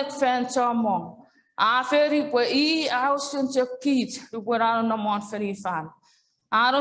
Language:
Chuukese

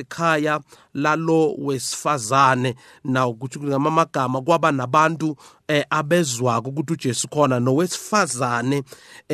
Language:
South Ndebele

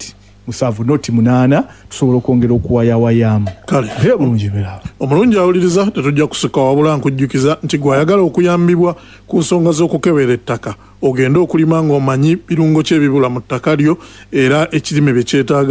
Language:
Ganda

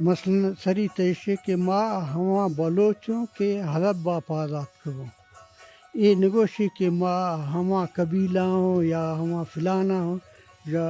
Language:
Eastern Balochi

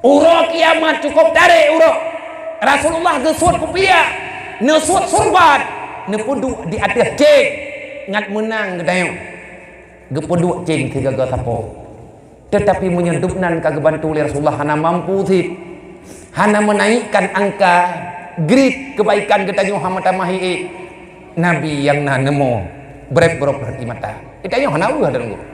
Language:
Achinese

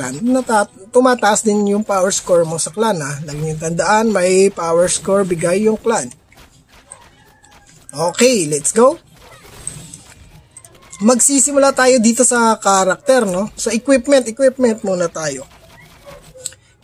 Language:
Filipino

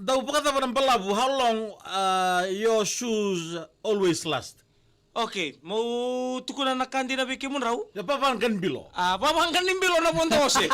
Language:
Fijian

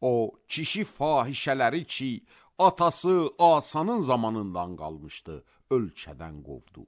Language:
Azerbaijani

